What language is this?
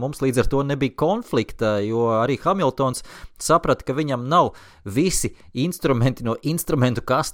Latvian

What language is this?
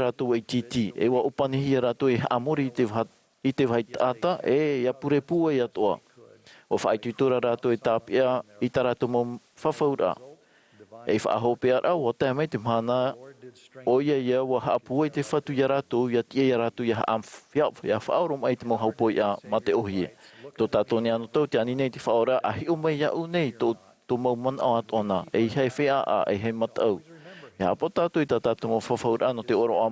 Tahitian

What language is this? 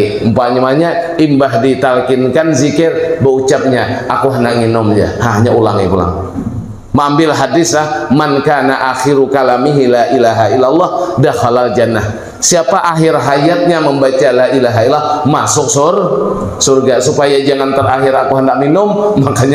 Banjar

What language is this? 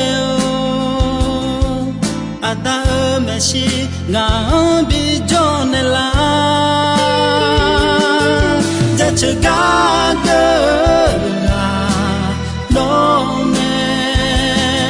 Akha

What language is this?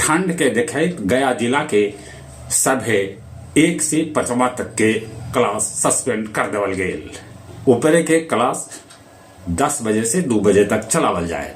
Magahi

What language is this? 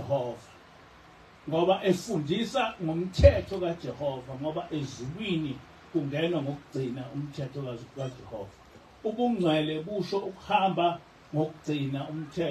Zulu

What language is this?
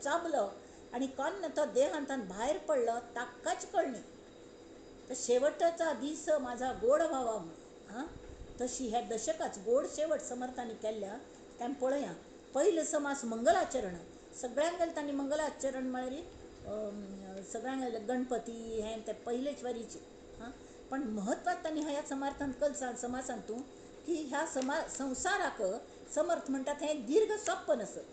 Konkani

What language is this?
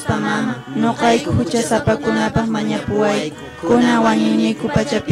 Quechua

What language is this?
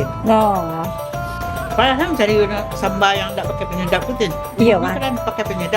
Minangkabau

